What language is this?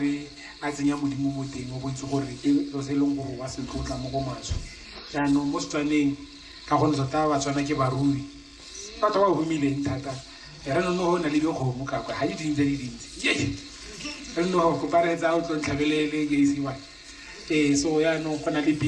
Tswana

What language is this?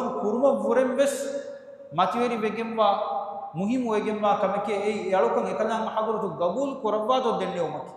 Divehi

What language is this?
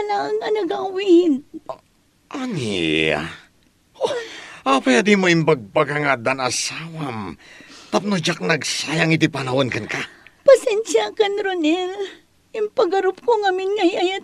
Iloko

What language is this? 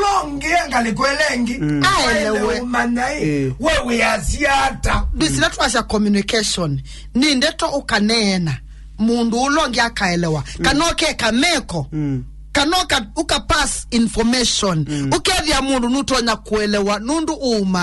Kamba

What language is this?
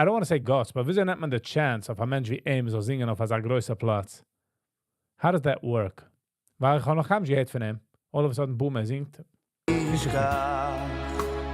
Yiddish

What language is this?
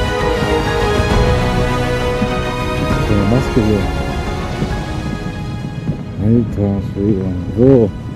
German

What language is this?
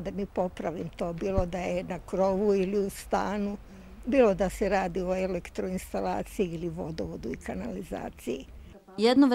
Serbian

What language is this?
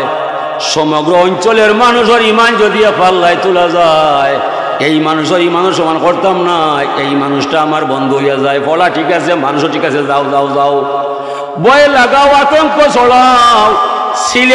Sylheti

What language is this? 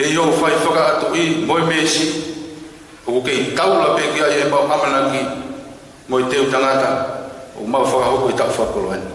Tongan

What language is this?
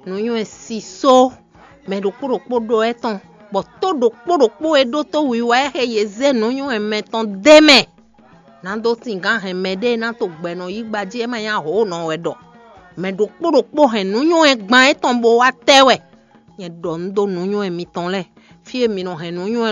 Fon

